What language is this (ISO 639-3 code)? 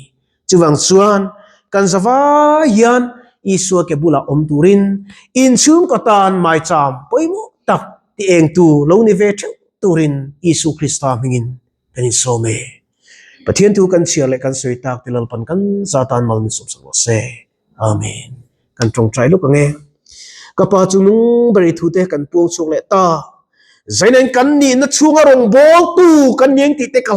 lus